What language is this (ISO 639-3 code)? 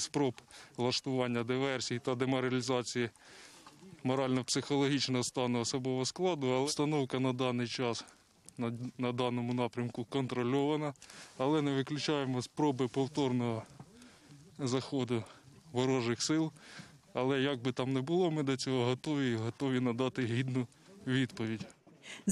ukr